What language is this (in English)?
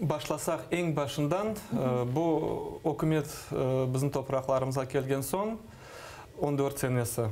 Crimean Tatar